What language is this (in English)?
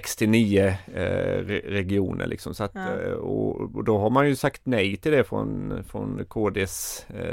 Swedish